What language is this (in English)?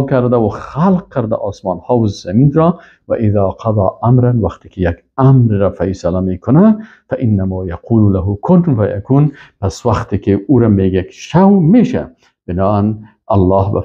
Persian